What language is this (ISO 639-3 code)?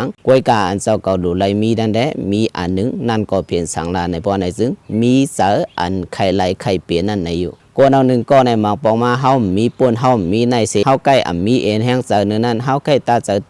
shn